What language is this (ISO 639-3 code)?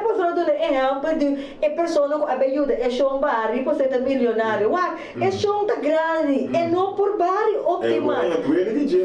pap